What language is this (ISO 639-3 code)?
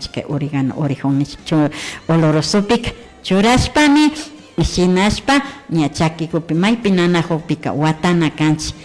qvi